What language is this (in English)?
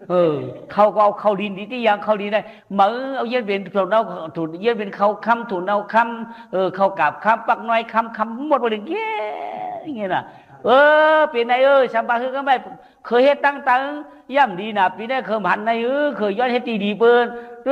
Shan